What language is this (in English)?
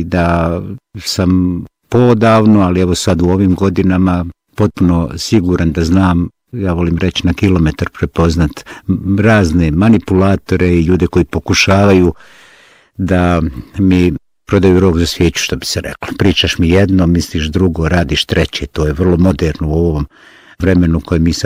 Bosnian